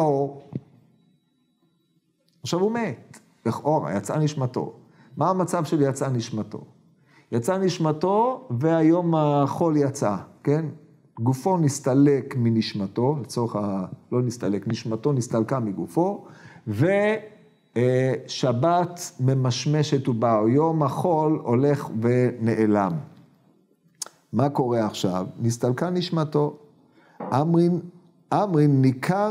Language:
Hebrew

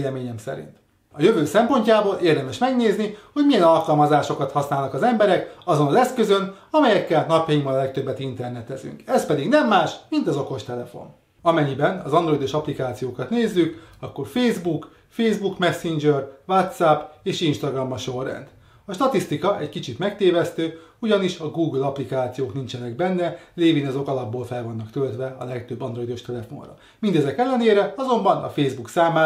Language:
Hungarian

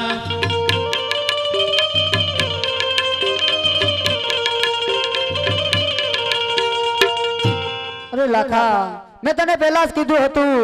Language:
Gujarati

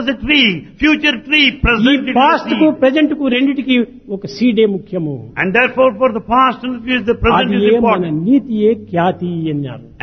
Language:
Telugu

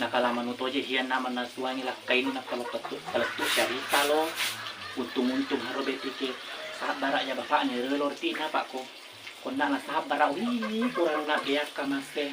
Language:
Buginese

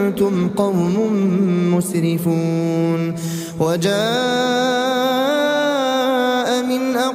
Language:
Arabic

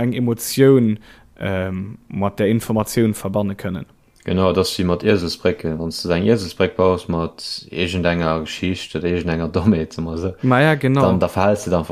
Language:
Luxembourgish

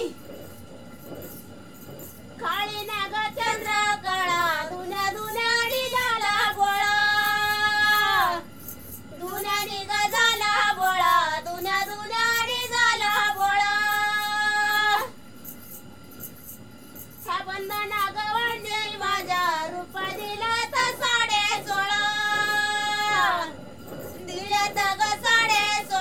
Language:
Marathi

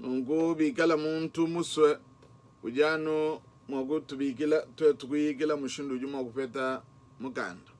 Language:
Luba-Lulua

